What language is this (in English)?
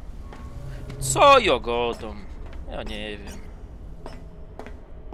Polish